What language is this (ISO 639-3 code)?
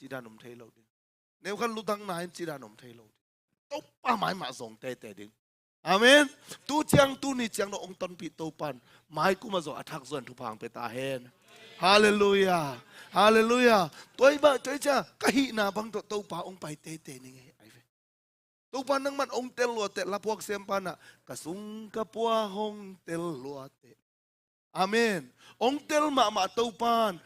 ctd